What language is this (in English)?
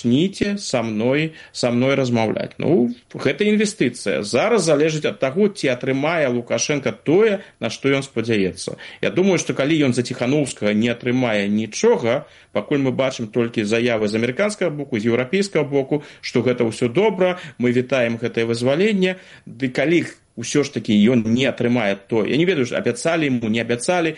Belarusian